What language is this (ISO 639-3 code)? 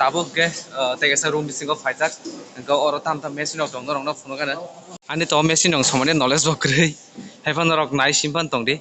trp